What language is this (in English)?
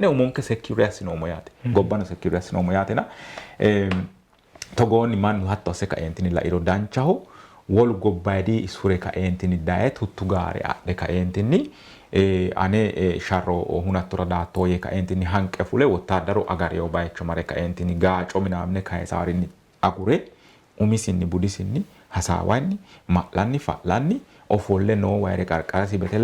Sidamo